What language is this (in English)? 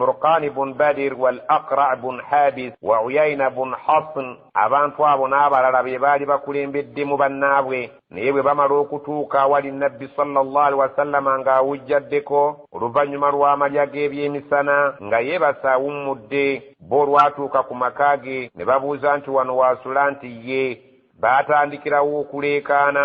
Ganda